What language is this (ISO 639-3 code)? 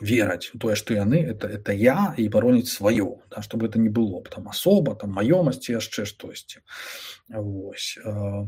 bel